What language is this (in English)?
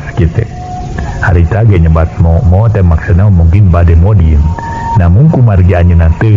Sundanese